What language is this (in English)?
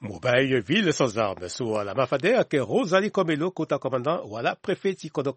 Sango